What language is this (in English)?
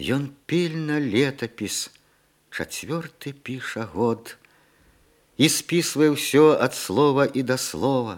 Belarusian